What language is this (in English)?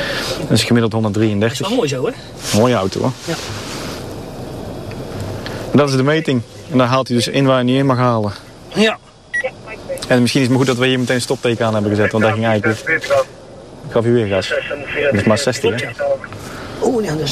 Dutch